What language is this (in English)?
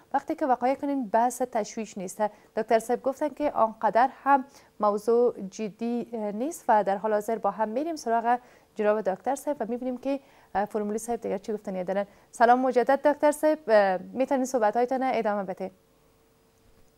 Persian